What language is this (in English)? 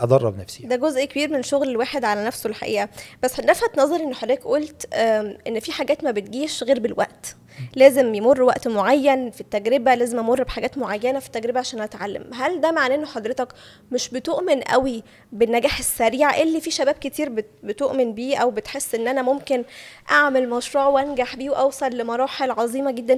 Egyptian Arabic